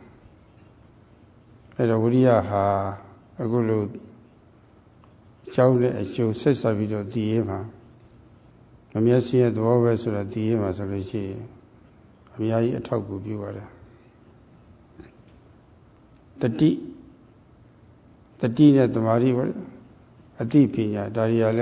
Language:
Burmese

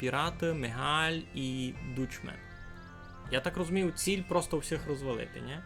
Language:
Rusyn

